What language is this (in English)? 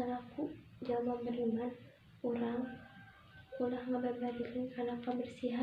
Sundanese